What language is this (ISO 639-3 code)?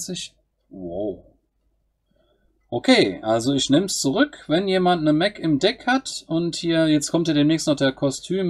deu